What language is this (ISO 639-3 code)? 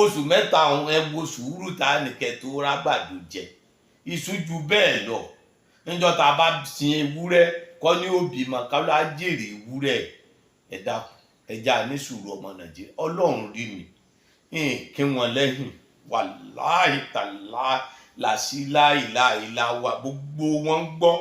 yor